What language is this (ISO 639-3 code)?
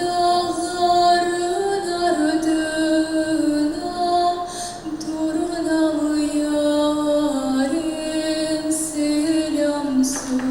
crh